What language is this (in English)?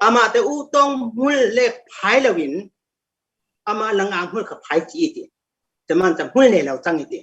Falam Chin